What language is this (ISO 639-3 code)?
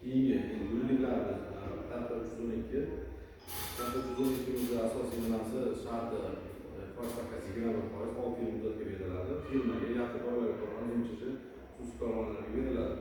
uzb